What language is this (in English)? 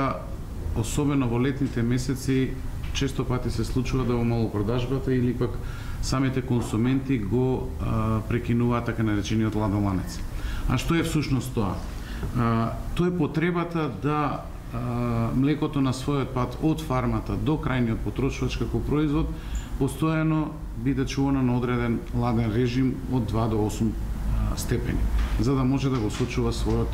Macedonian